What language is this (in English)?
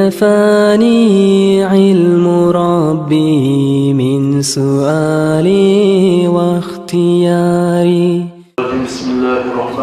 Kumyk